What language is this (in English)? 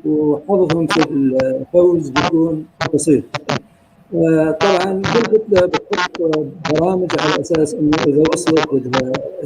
North Levantine Arabic